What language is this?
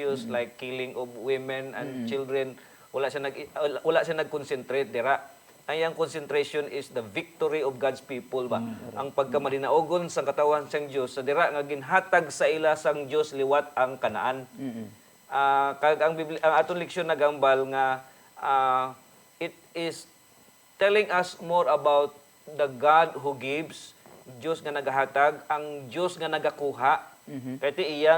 Hiligaynon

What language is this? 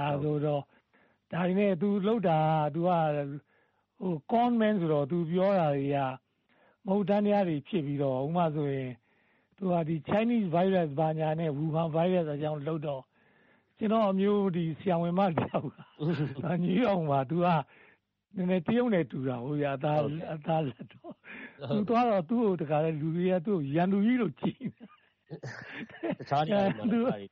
Burmese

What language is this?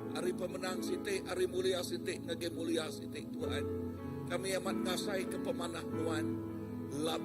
Iban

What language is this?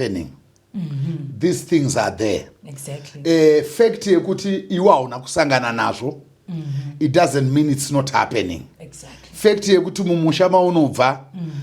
Shona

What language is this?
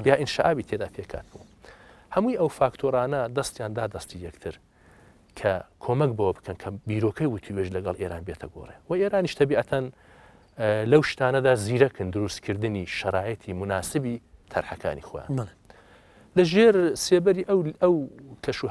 Central Kurdish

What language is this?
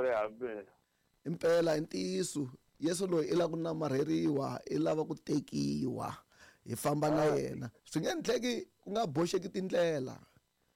Tsonga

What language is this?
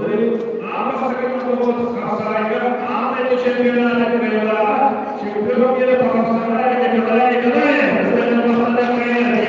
Yakut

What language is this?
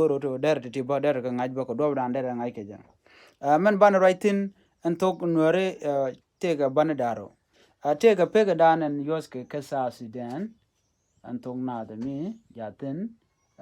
Nuer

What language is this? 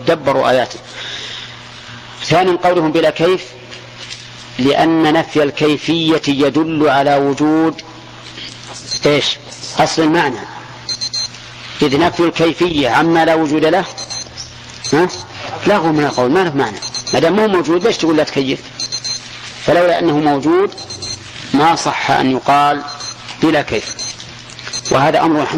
Arabic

